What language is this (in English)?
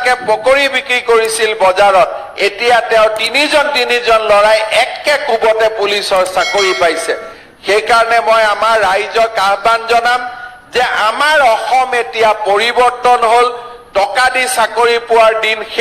Assamese